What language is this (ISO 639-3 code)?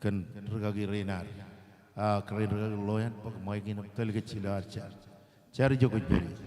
mah